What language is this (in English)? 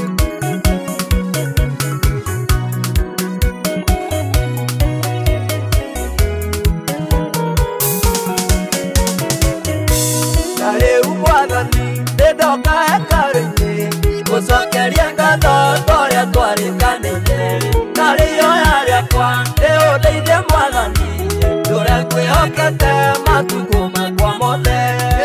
Kikuyu